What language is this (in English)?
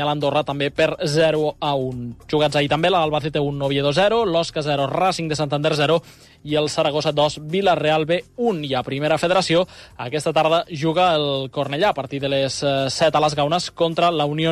Catalan